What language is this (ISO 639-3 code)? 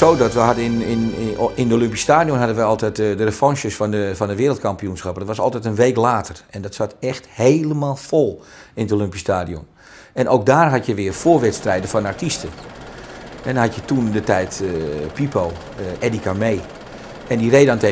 nld